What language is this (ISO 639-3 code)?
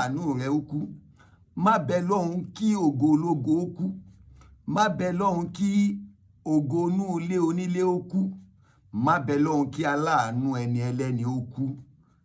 yor